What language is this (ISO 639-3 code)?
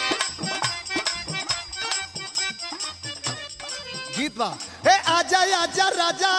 bho